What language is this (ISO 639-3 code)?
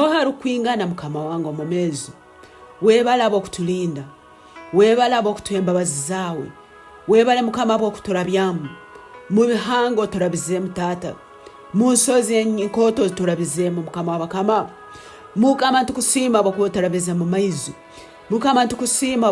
ttj